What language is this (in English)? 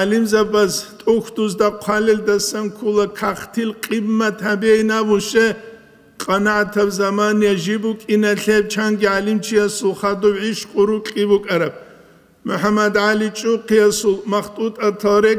Avaric